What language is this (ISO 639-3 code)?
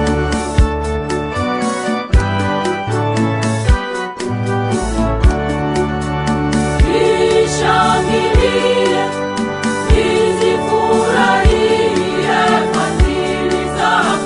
swa